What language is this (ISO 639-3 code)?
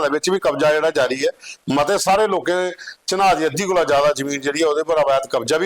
doi